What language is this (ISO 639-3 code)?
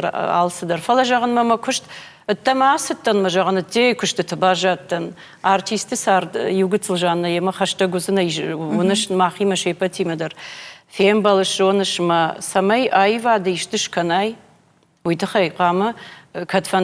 oss